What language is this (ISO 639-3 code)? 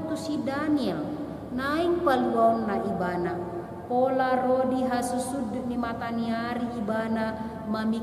bbc